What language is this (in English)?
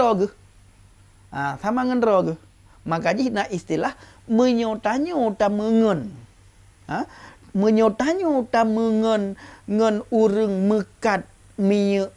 Achinese